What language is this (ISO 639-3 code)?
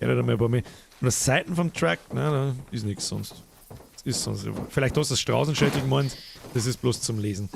bar